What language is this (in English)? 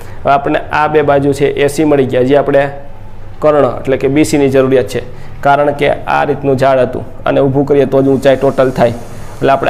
Gujarati